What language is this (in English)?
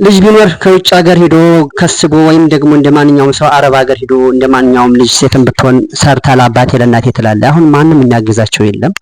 Amharic